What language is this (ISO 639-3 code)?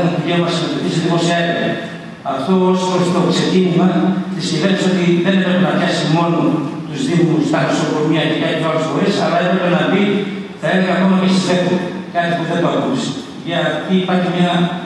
ell